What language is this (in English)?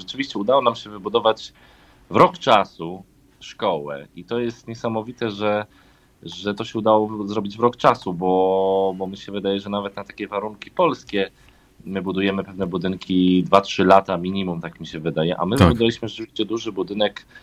Polish